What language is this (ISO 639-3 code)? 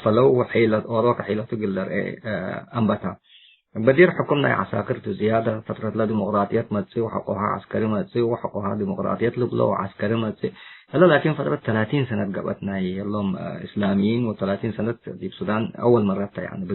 tig